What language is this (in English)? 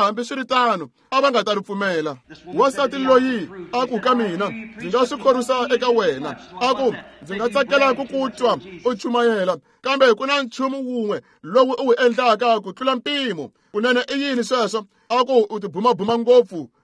Tsonga